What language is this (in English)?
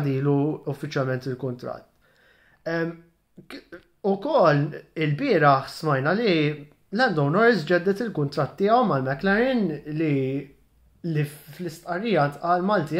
Maltese